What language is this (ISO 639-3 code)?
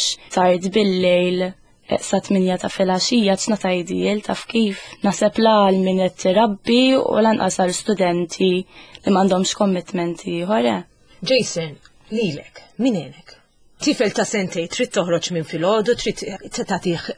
mlt